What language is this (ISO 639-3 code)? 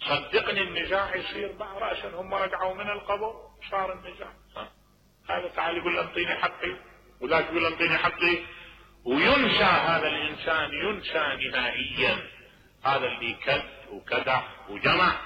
acm